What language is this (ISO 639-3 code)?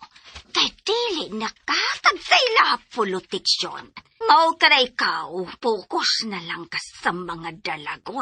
ceb